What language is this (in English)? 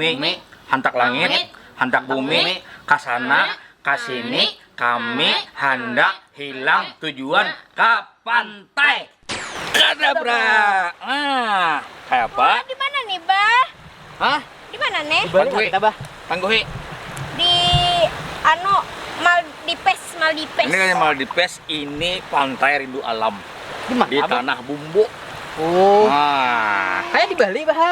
Banjar